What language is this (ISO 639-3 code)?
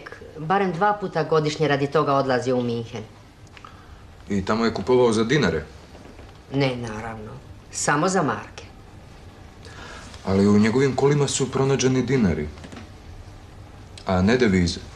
hrv